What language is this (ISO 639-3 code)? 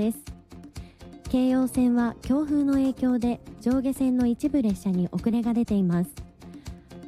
jpn